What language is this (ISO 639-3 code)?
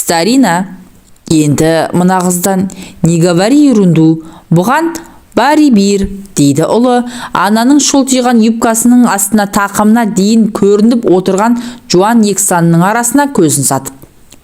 kaz